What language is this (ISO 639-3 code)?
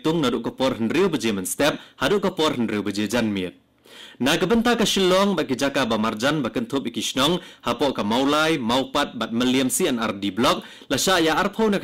kha